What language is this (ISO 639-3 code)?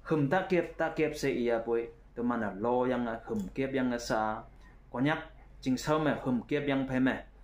nbe